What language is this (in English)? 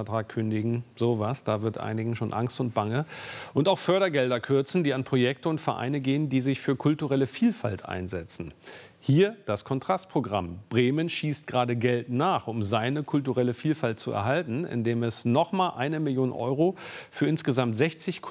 German